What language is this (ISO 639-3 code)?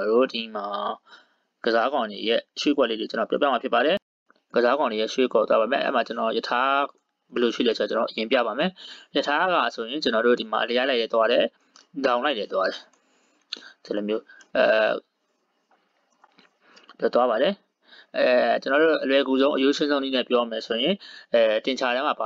mya